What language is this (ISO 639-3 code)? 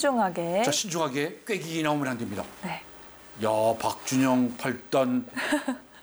kor